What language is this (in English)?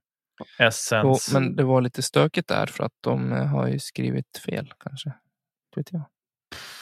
Swedish